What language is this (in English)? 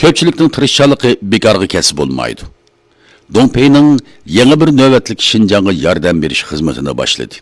Uyghur